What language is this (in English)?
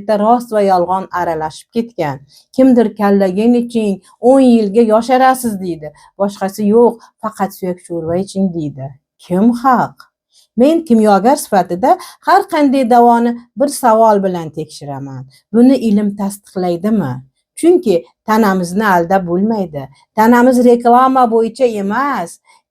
Uzbek